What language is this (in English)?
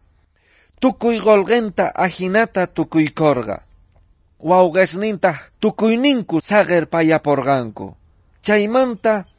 South Bolivian Quechua